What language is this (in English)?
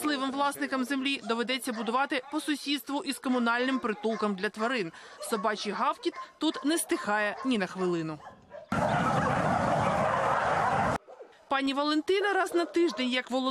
Ukrainian